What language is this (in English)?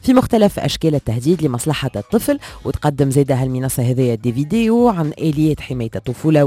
Tunisian Arabic